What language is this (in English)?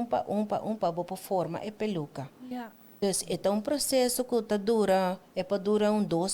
Papiamento